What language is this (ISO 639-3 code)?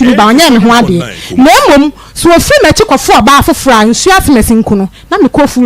aka